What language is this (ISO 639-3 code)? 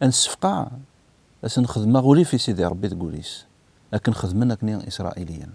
kab